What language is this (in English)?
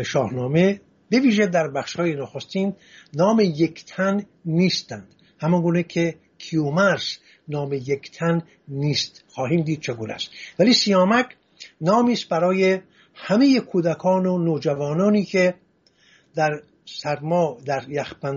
Persian